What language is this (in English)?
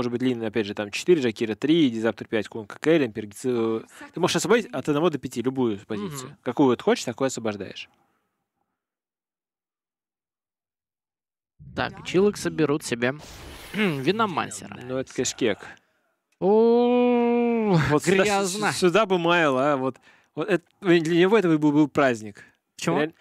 Russian